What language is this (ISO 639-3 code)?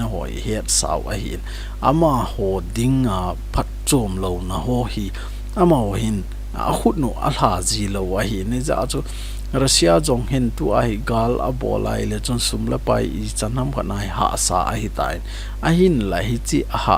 tcz